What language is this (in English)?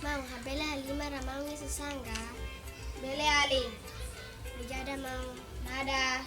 Tetum